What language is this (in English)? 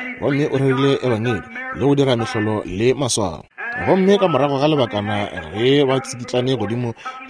Northern Sotho